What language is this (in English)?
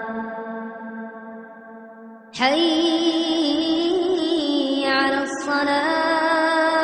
Arabic